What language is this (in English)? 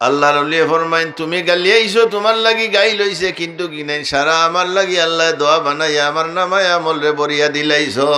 Sylheti